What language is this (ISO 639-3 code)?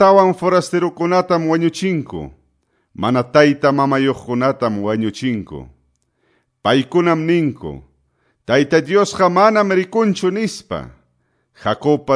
que